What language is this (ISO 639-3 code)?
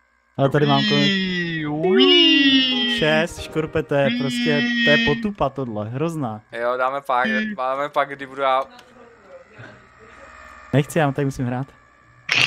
ces